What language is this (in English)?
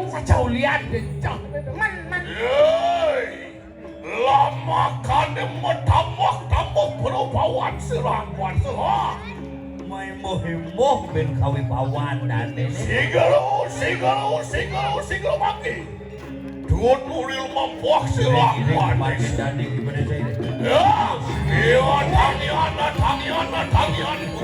Balinese